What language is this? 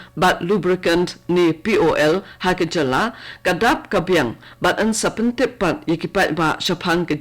Khasi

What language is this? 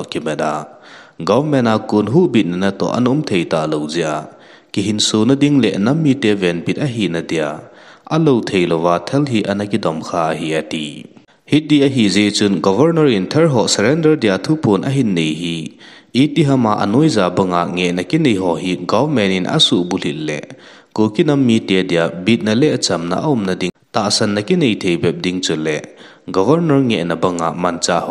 Thado Chin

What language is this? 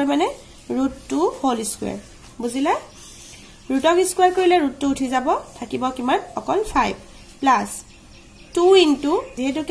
Assamese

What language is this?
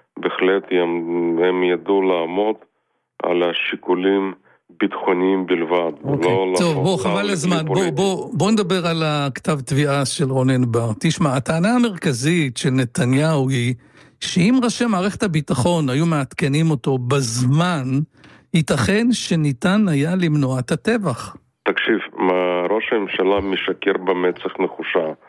Hebrew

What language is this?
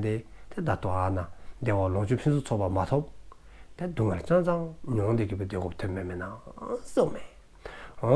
Dzongkha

